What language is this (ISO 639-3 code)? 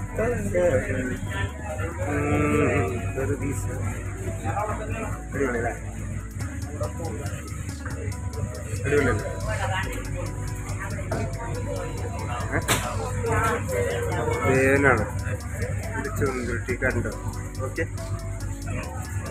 mal